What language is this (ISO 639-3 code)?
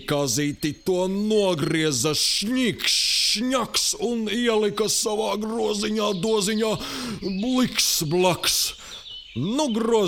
lav